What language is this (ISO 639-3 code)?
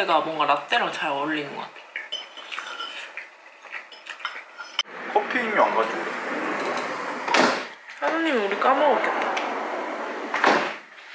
kor